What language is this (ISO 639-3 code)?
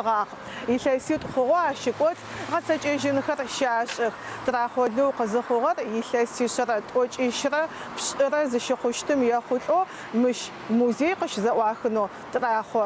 ady